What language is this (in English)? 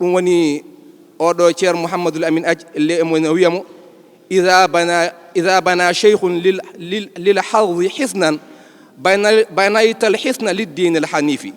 Fula